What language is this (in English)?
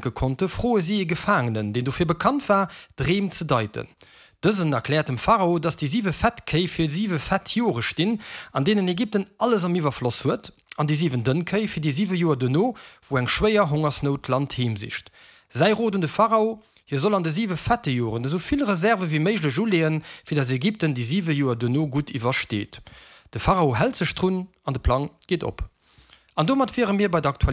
Luxembourgish